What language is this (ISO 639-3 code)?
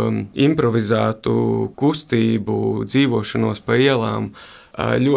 lav